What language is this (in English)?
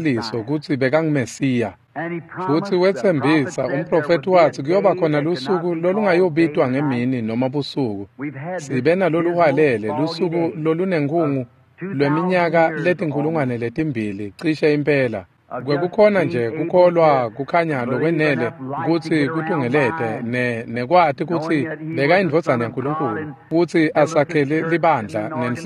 Swati